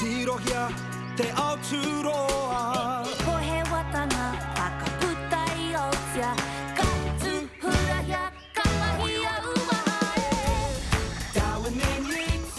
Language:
Māori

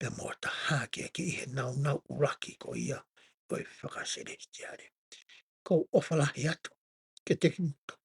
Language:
Tongan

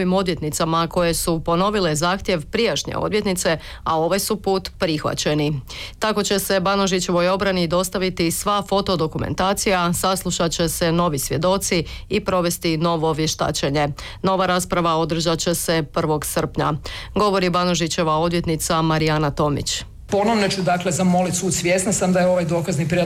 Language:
Croatian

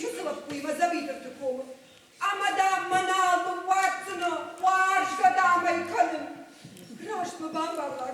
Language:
Ossetic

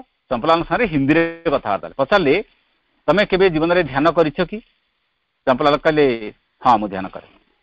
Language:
Odia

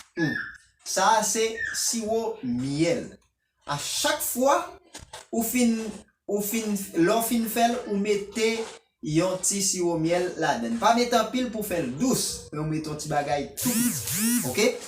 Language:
Haitian Creole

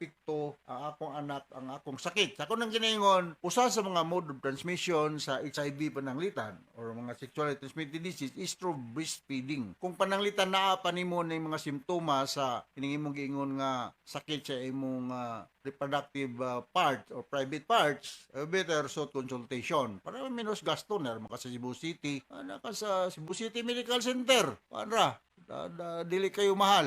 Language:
Cebuano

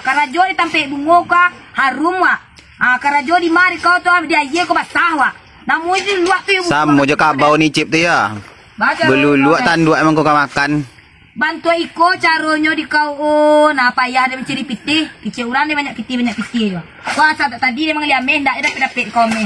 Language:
Minangkabau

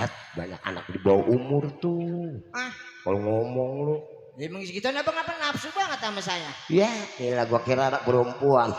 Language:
Betawi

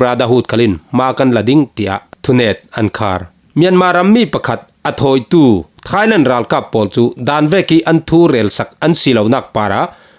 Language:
Falam Chin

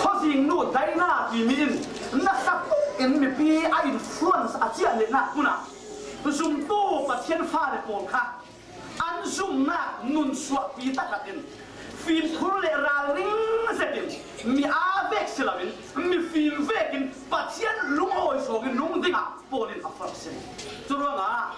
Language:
Falam Chin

